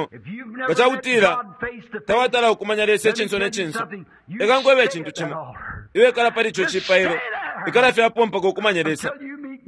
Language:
Bemba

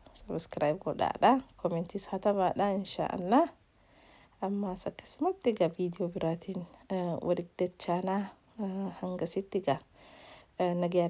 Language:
Oromo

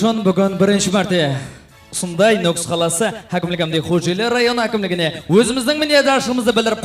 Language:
Kara-Kalpak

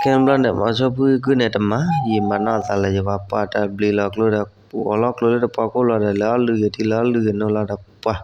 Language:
S'gaw Karen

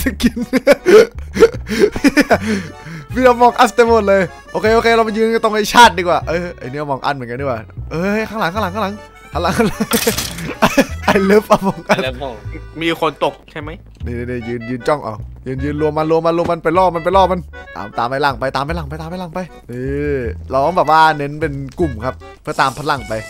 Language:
Thai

